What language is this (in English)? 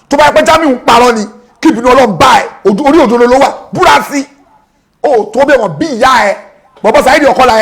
Yoruba